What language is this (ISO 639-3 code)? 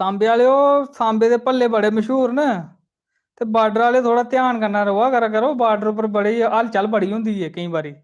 doi